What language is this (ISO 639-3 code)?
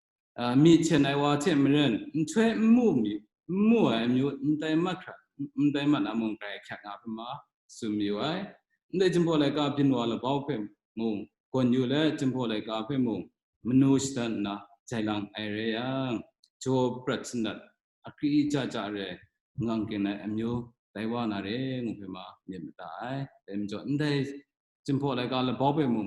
kac